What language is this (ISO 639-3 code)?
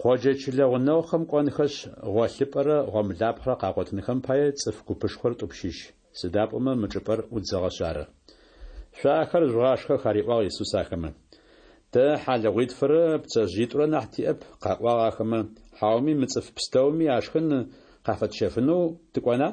ady